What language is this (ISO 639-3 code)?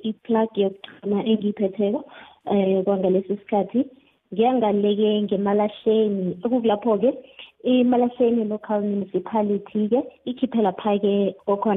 nbl